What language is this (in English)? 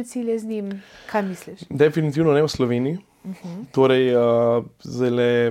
Slovenian